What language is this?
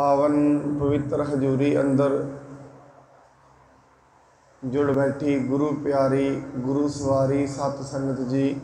Punjabi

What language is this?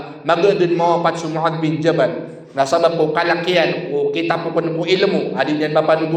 Maranao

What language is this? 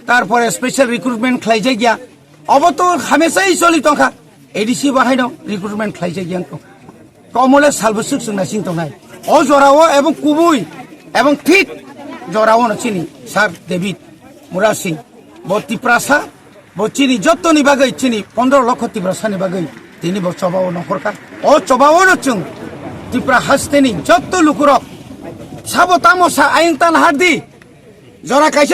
Kok Borok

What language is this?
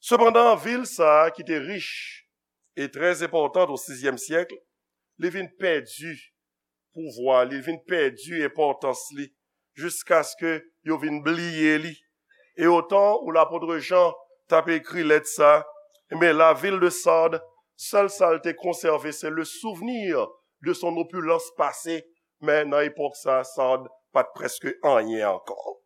Haitian Creole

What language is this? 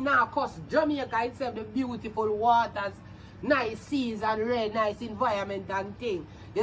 Jamaican Creole English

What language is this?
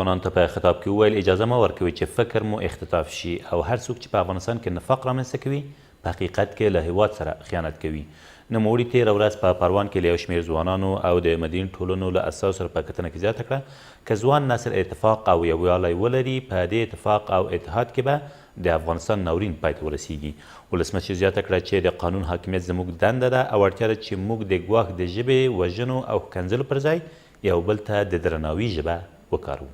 Pashto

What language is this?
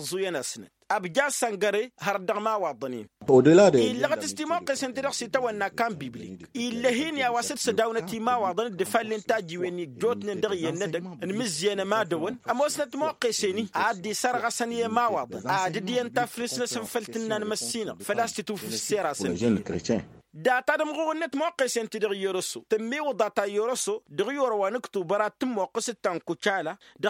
Tamasheq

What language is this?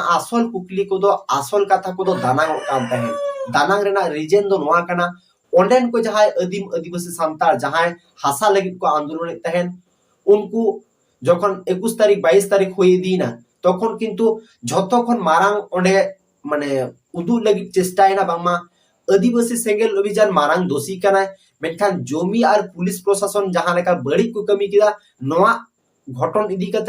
Santali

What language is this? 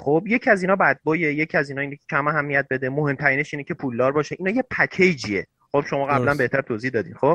Persian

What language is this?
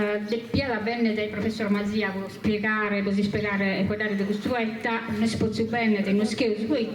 Sardinian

